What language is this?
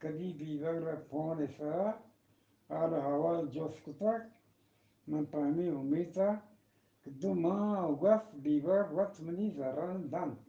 Eastern Balochi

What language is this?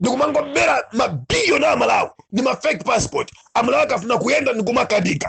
Nyanja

